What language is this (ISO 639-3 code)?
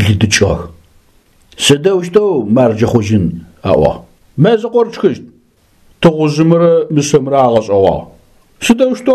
ady